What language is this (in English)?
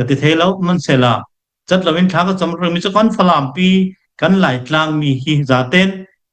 Hakha Chin